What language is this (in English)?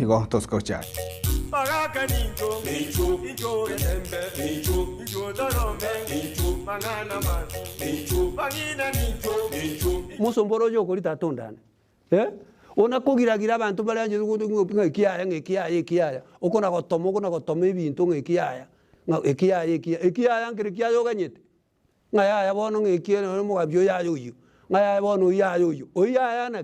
Gusii